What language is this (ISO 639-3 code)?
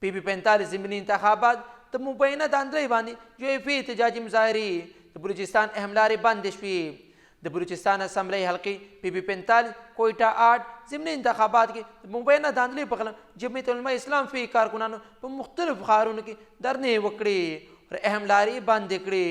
pus